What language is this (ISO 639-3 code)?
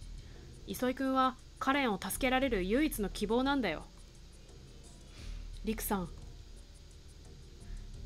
jpn